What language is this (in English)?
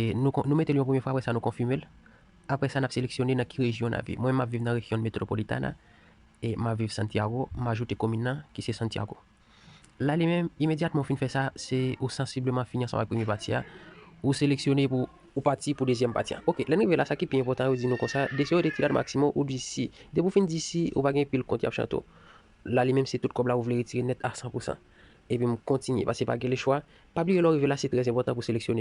Haitian Creole